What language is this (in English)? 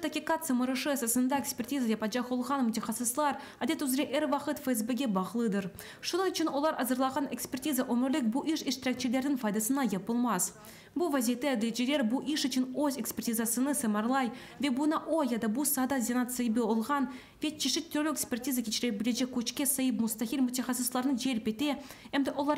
Crimean Tatar